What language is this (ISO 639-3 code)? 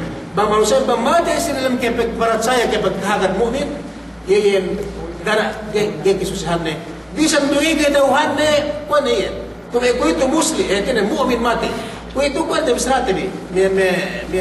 yka